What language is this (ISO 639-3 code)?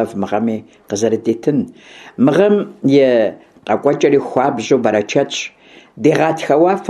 kbd